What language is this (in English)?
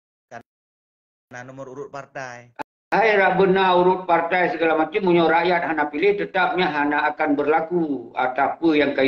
Achinese